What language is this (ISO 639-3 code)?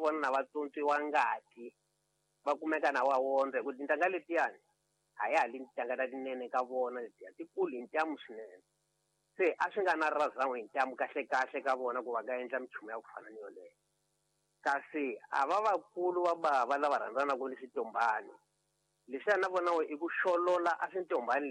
tso